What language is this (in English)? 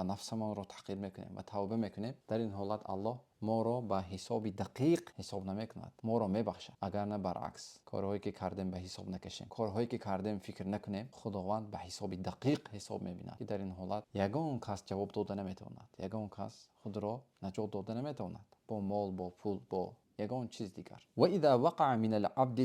Tajik